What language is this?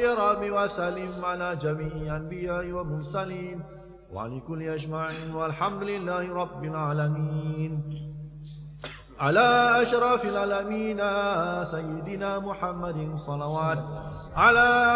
Arabic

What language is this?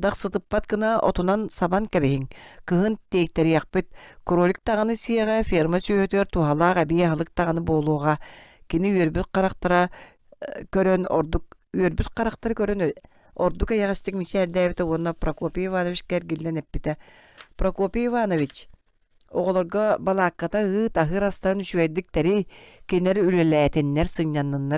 Yakut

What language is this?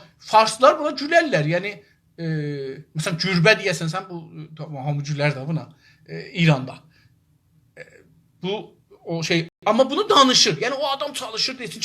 South Azerbaijani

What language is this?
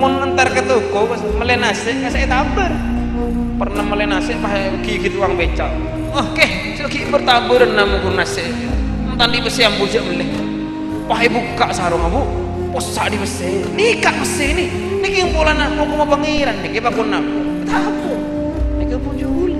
Madurese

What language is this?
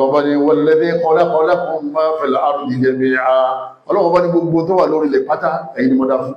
Yoruba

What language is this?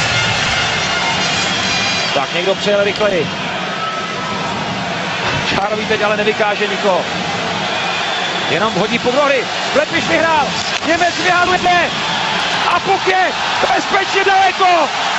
Czech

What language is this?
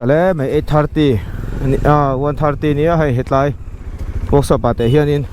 Mizo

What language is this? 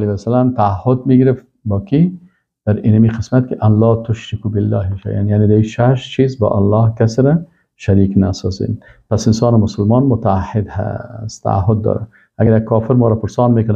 Persian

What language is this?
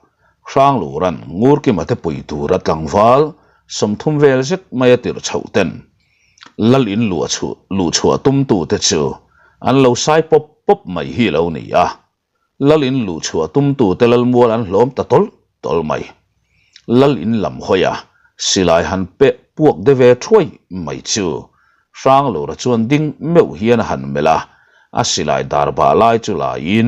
Mizo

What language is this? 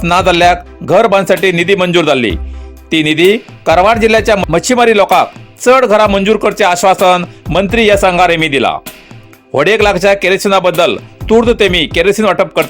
Konkani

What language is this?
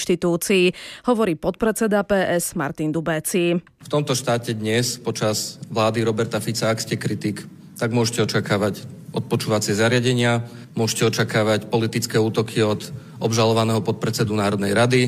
Slovak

